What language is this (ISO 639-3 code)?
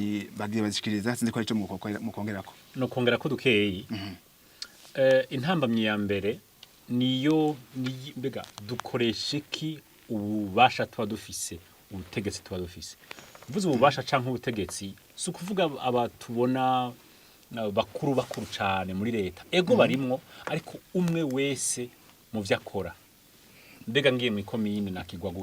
run